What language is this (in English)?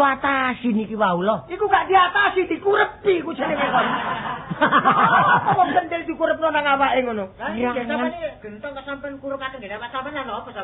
Javanese